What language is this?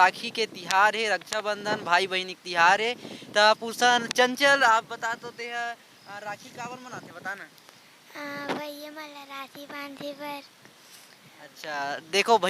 Chhattisgarhi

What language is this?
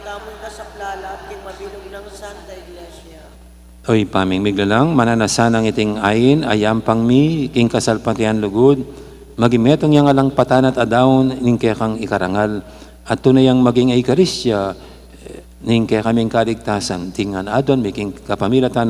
Pampanga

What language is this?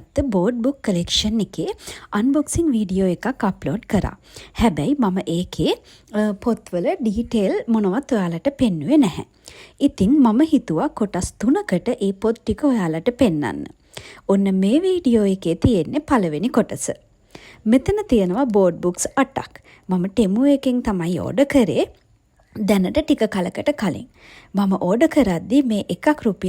Sinhala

